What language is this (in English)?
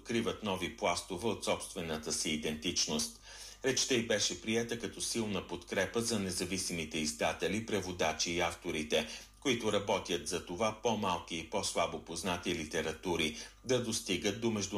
Bulgarian